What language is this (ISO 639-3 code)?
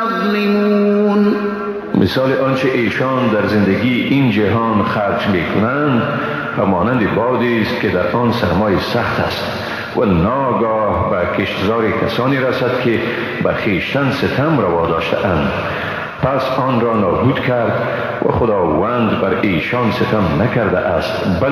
fas